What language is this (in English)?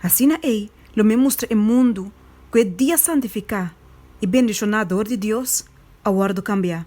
Papiamento